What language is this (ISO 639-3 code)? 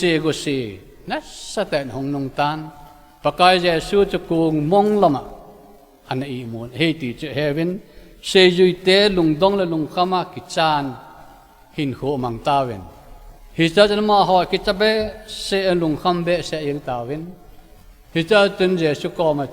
tcz